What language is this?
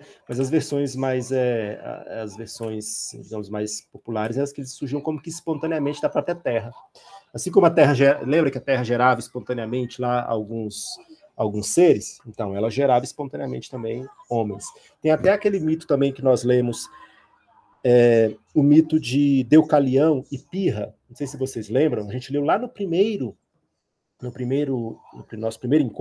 Portuguese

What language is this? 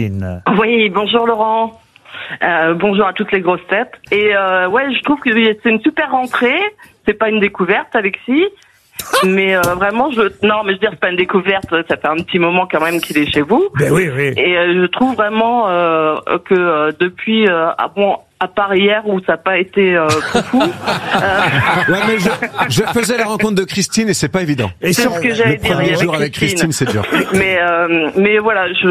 French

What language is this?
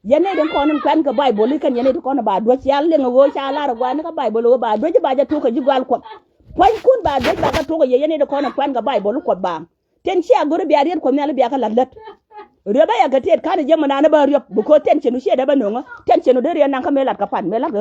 Nuer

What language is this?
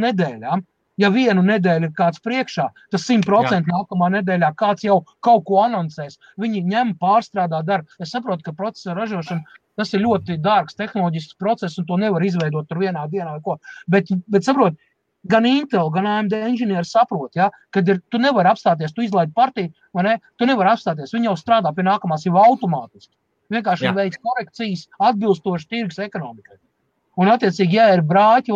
Latvian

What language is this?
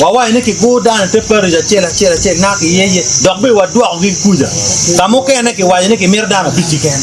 Acoli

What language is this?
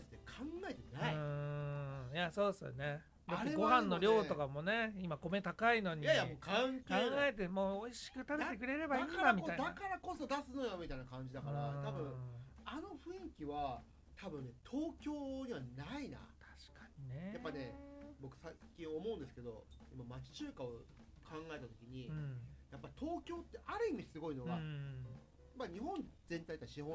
Japanese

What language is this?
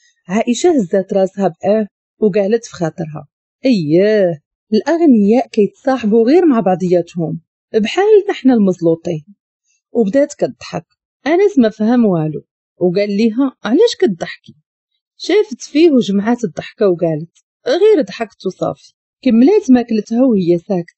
Moroccan Arabic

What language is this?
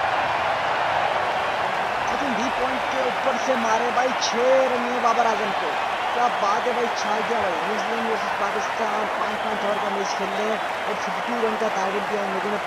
Hindi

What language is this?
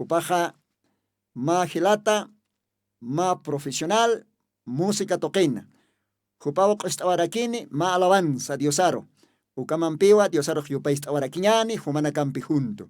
Aymara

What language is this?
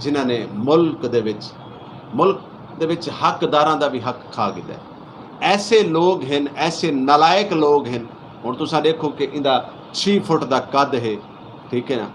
Saraiki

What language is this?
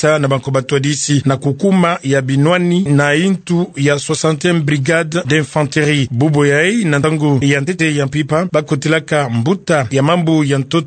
Kituba (Democratic Republic of Congo)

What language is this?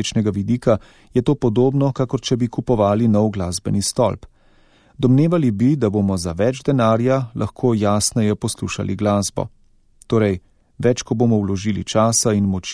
Slovenian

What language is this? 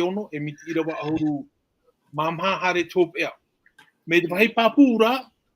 Tahitian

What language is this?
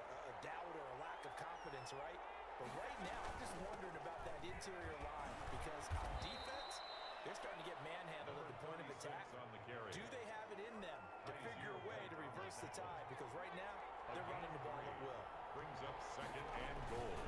English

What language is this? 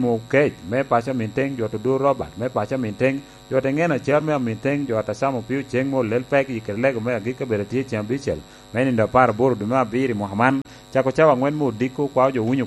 Lango (Uganda)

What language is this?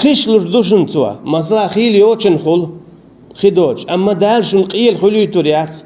Chechen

